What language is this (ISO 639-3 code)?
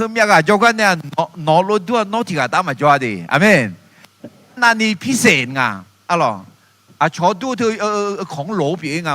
ahk